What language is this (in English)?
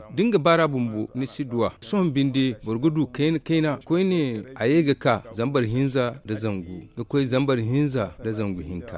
Zarma